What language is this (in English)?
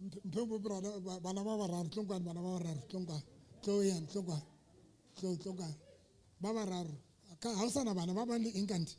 Southern Sotho